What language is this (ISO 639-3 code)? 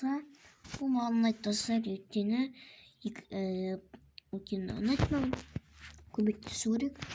kaz